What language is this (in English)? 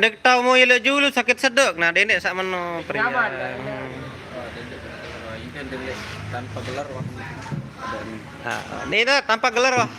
Sasak